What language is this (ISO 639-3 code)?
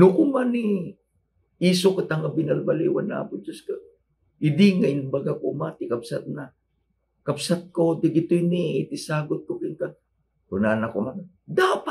ilo